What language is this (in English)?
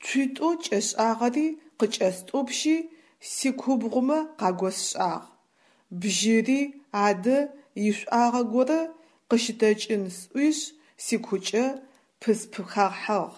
Adyghe